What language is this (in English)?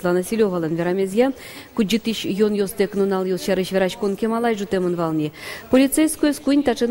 Udmurt